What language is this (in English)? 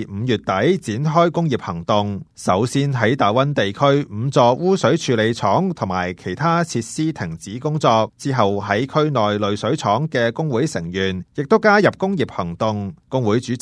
Cantonese